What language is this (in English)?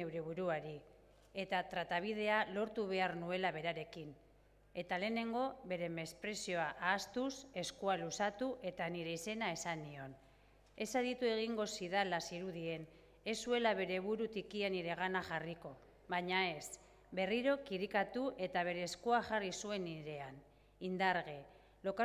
Basque